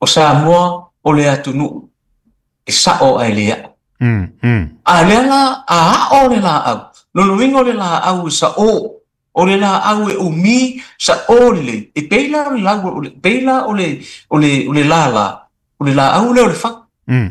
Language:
Samoan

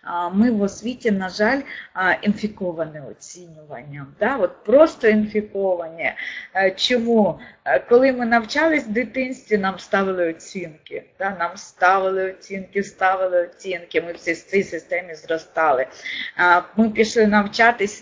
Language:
Ukrainian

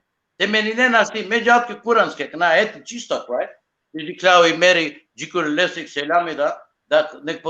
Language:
Balkan Romani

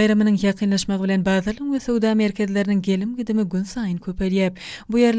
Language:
Turkmen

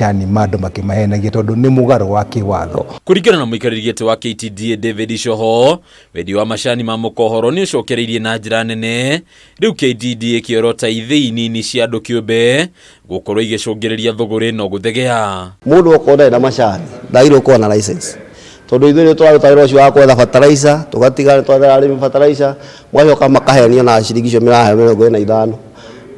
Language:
Kikuyu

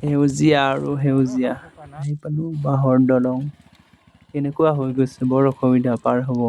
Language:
Assamese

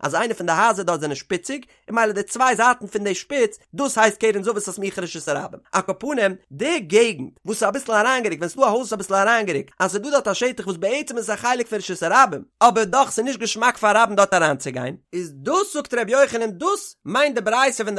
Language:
Yiddish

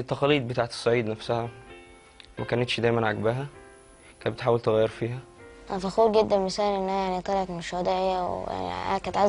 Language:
Egyptian Arabic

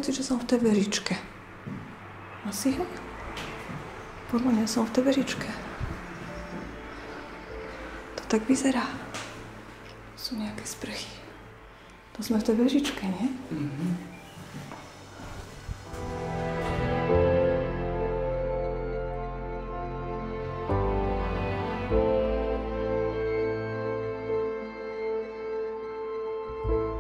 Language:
Slovak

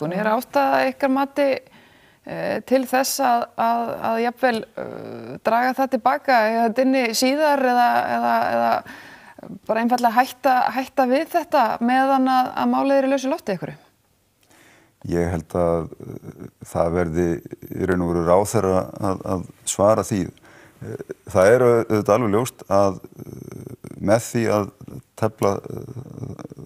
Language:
Icelandic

